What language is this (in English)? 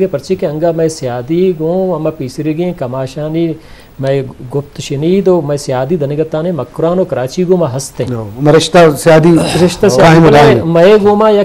Eastern Balochi